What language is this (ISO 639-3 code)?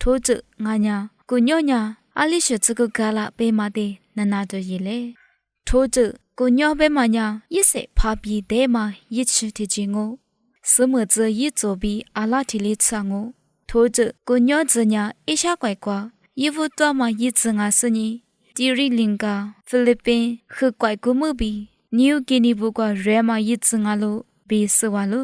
lis